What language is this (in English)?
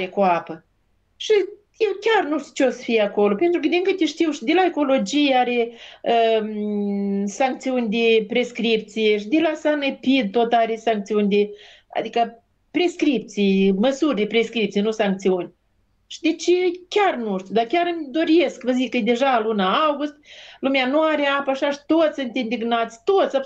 Romanian